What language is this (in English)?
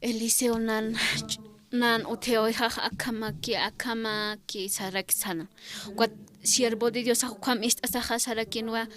Aymara